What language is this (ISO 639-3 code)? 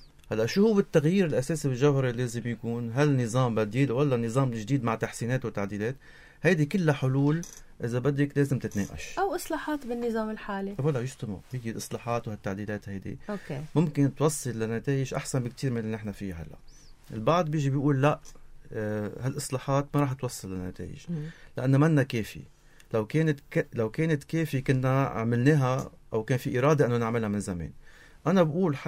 apc